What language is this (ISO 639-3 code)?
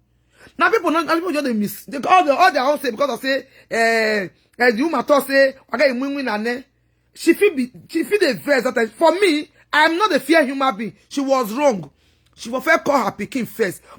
pcm